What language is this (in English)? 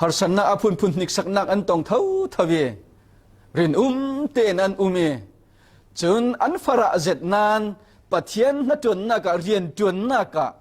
Falam Chin